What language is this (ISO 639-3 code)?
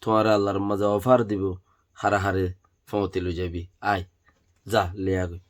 rhg